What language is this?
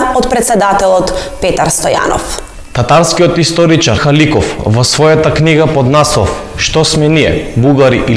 Macedonian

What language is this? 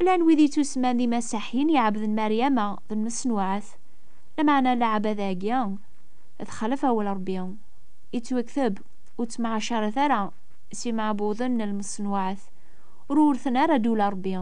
Kabyle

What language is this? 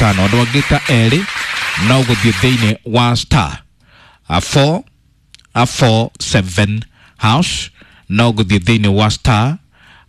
Kikuyu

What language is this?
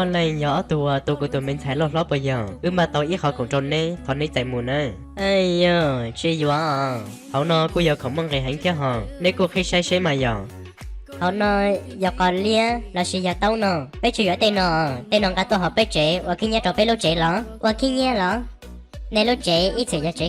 Hmong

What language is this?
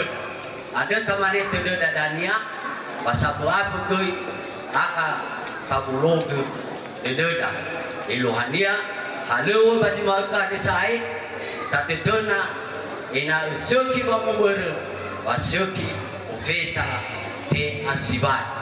Nias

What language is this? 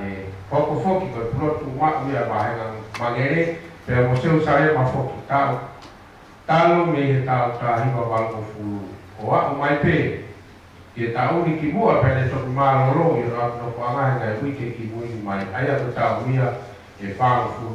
Tongan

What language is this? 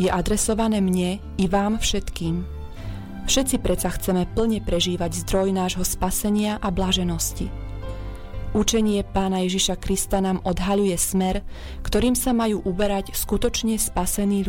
Slovak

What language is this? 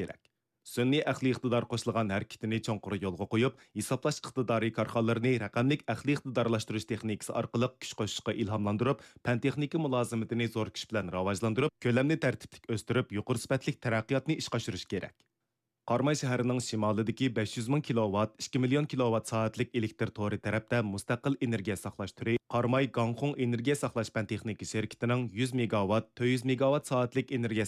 Uyghur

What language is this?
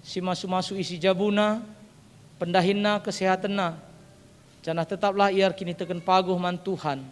Batak Karo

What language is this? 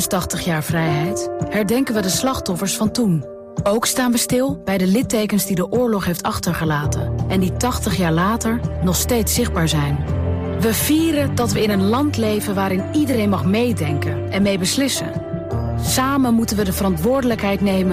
Dutch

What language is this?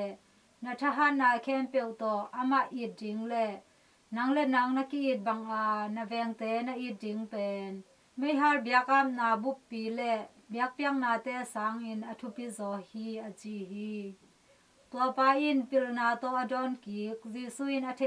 Tedim Chin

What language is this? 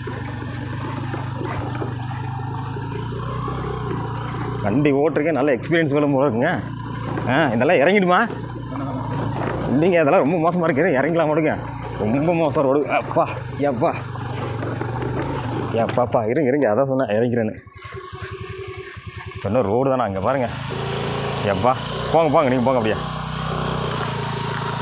Tamil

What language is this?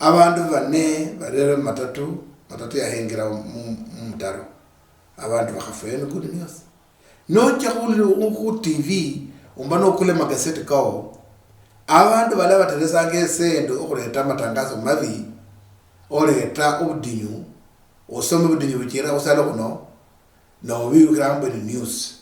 Luyia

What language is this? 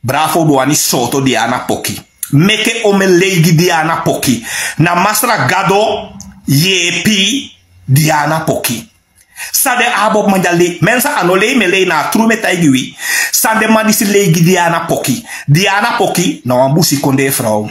Sranan Tongo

